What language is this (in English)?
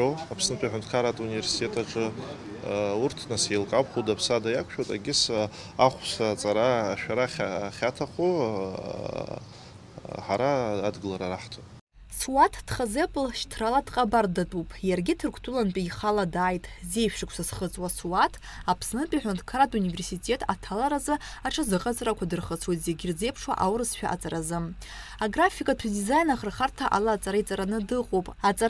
Abkhazian